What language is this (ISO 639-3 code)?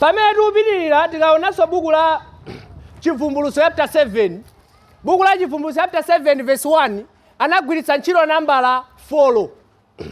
nya